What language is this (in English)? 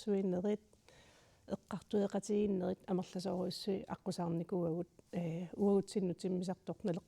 Kalaallisut